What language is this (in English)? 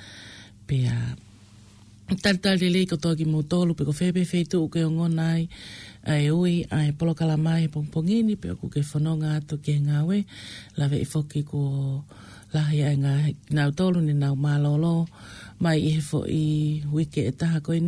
Tongan